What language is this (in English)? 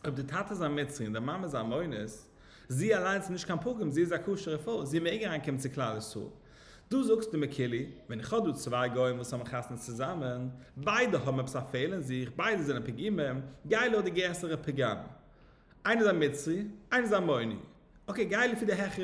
Yiddish